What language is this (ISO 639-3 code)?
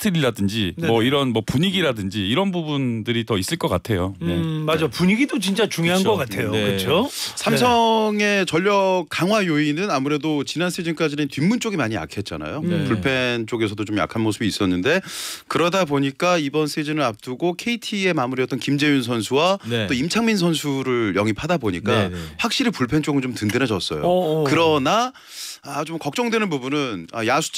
kor